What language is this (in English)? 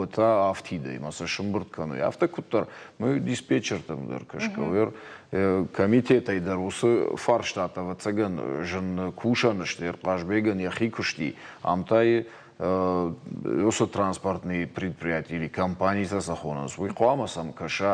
Ossetic